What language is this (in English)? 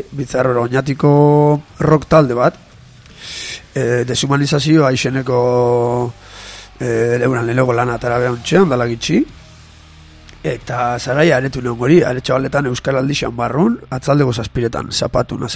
Basque